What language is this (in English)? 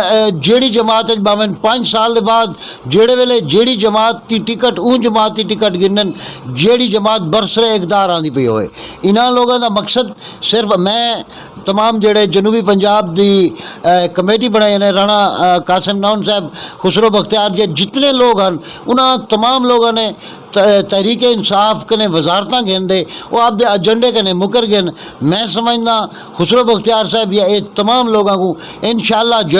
Saraiki